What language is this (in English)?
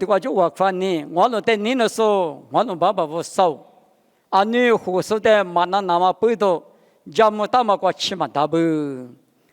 Lisu